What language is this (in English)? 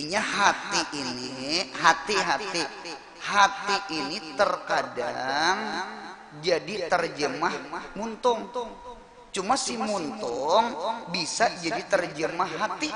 Banjar